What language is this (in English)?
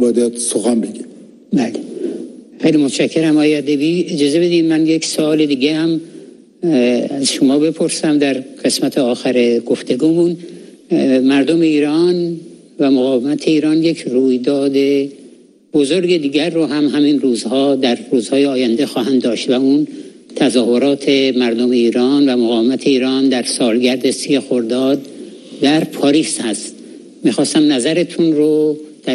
Persian